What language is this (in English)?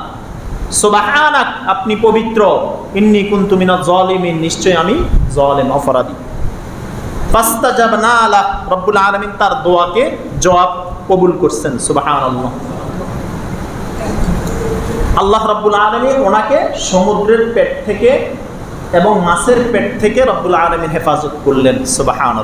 Bangla